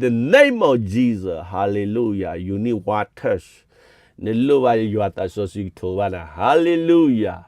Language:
S'gaw Karen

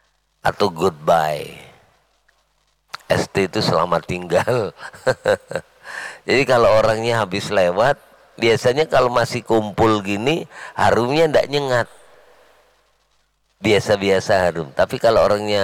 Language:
Indonesian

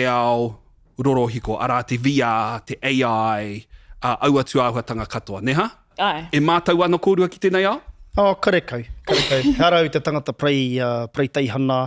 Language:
Māori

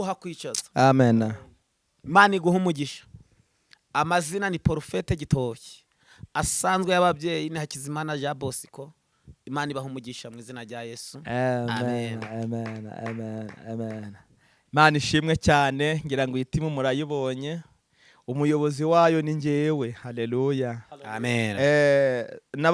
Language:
Kinyarwanda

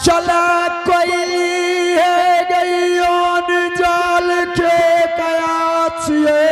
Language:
Angika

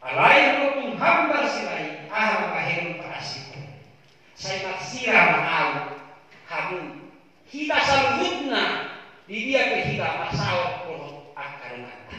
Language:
Batak Toba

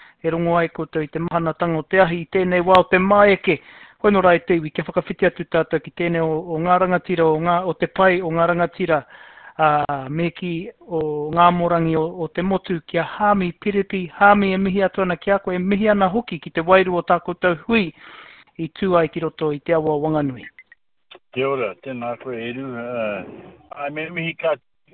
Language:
Māori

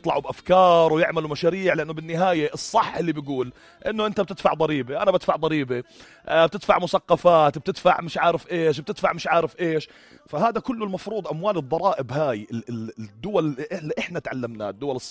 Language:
North Levantine Arabic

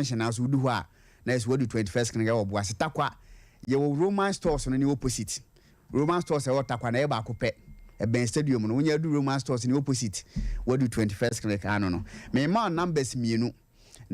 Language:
Akan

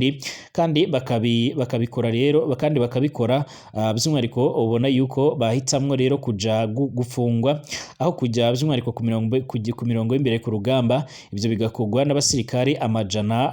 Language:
Rundi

